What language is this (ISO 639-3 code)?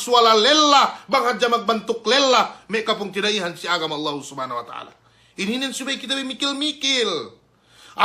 yka